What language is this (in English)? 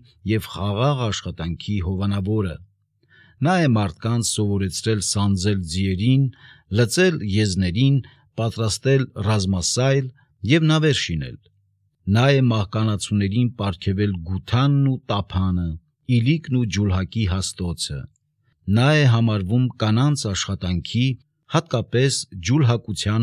Armenian